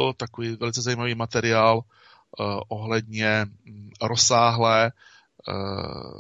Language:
Czech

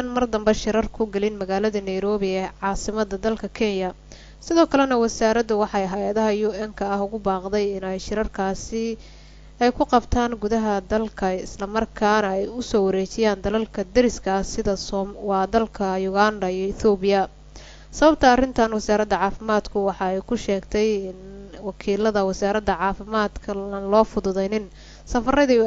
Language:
Somali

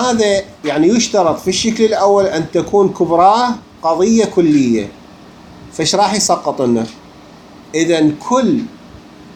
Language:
Mesopotamian Arabic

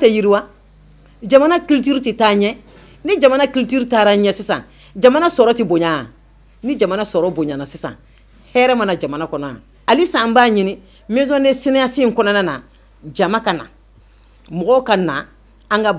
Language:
Bambara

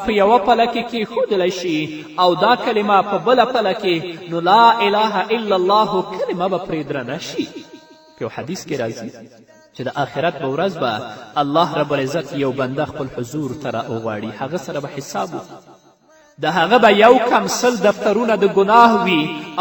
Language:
Pashto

